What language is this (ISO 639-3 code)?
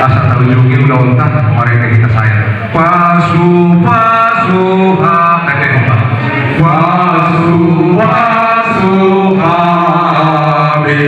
bbc